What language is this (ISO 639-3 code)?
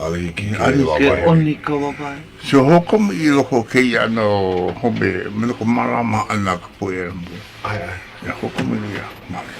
haw